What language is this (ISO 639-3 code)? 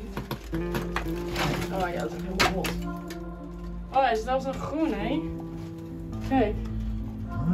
nld